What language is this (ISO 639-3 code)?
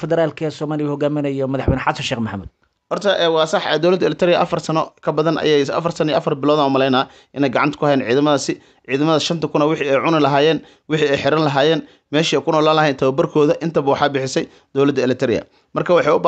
som